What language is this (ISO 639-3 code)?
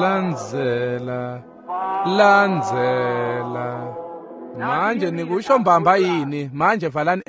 ssw